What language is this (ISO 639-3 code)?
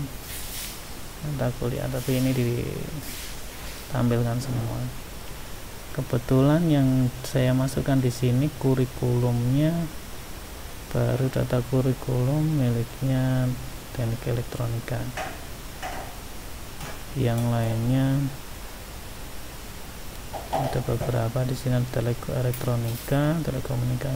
ind